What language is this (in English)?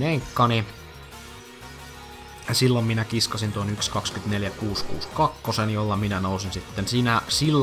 Finnish